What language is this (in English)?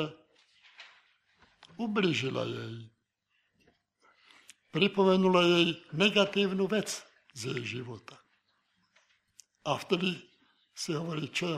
Slovak